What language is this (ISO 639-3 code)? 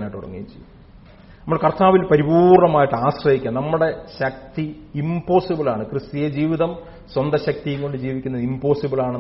mal